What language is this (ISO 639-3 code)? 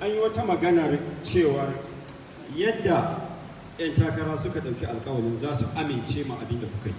hau